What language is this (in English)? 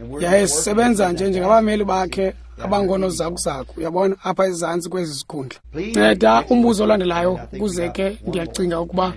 Xhosa